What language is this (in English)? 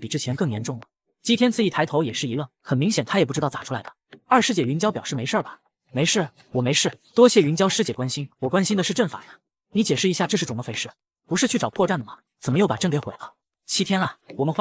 Chinese